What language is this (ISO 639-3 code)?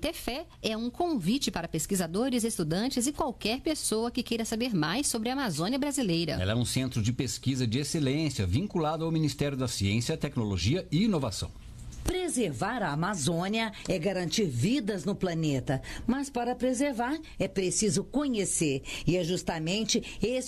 por